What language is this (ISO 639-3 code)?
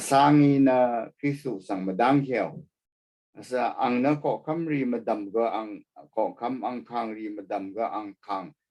raw